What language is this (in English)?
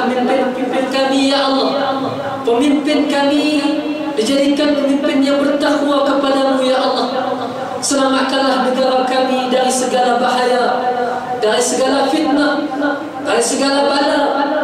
Malay